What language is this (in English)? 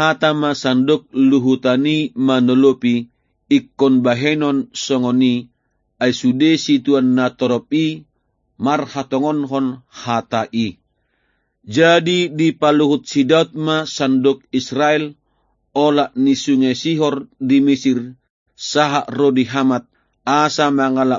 Batak Toba